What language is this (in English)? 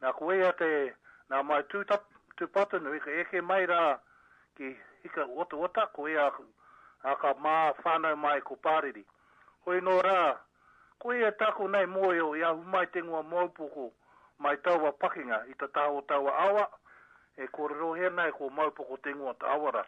Māori